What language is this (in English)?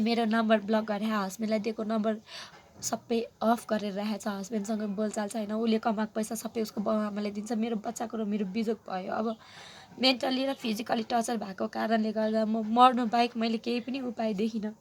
Nepali